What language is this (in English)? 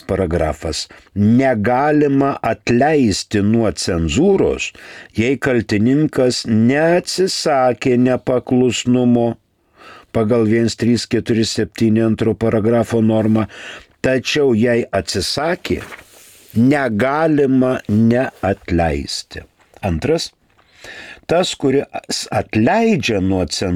Lithuanian